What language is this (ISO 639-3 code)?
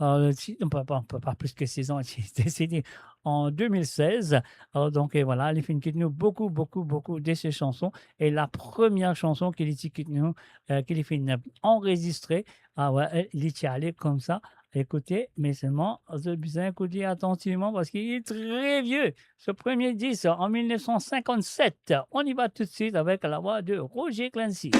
mfe